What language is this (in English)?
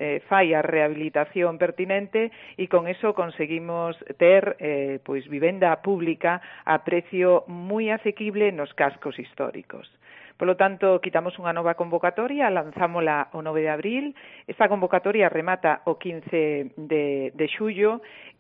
Galician